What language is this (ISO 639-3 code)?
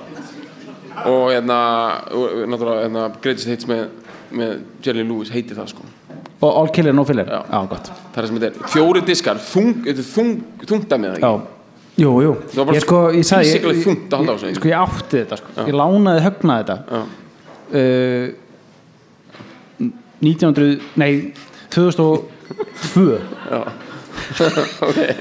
isl